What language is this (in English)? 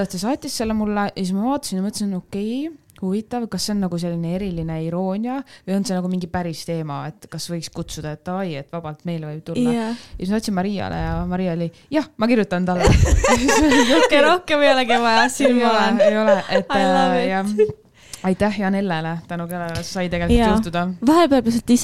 Estonian